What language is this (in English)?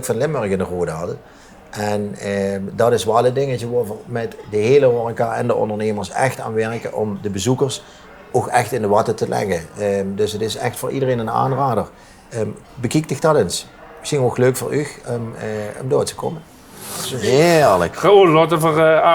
Limburgish